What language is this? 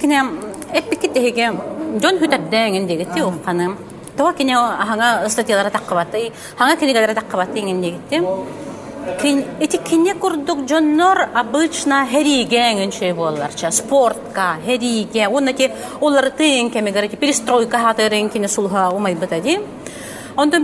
Yakut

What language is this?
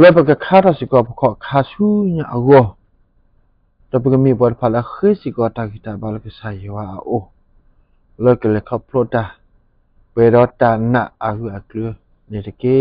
S'gaw Karen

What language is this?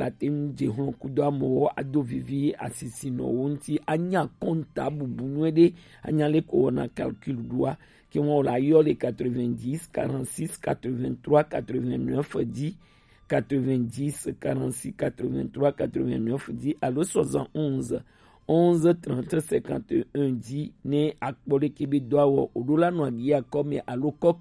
Gen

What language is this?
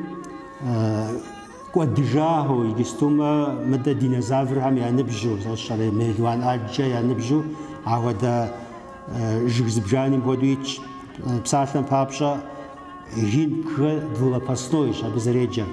Kabardian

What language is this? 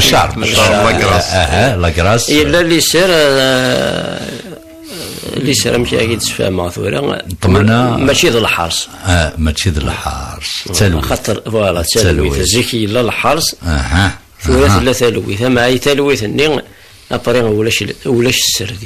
Kabyle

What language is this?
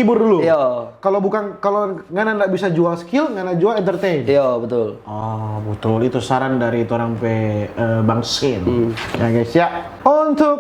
Manado Malay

